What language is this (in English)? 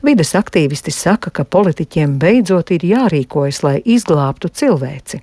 Latvian